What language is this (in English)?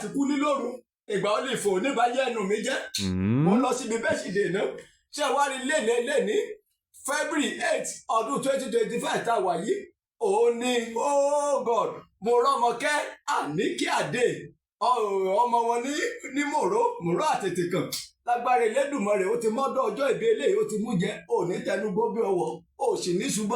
Yoruba